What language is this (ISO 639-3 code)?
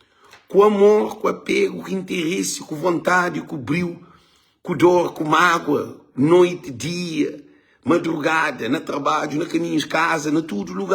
kea